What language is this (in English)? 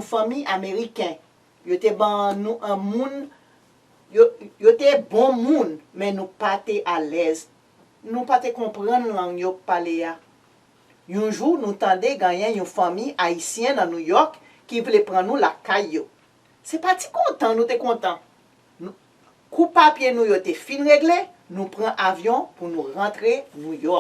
Haitian Creole